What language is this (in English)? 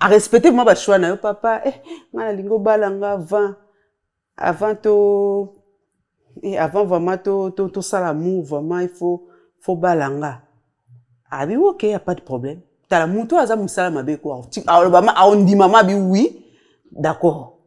Lingala